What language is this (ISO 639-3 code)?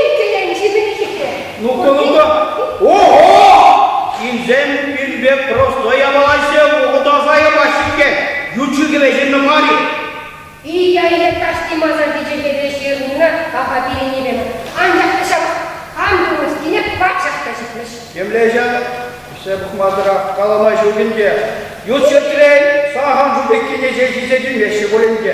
chv